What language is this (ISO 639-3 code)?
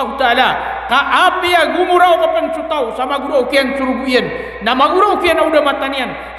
mrw